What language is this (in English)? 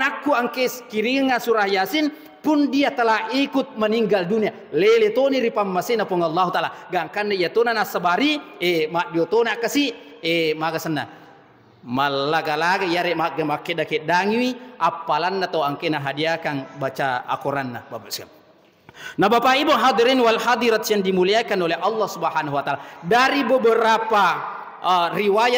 Buginese